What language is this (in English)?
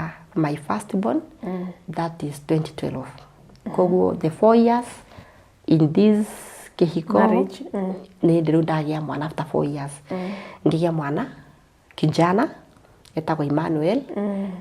Kikuyu